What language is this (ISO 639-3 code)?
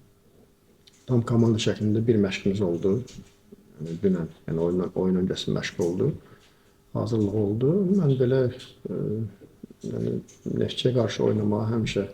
aze